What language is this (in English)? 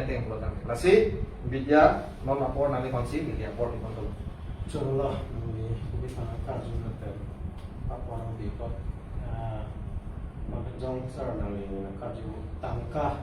Karbi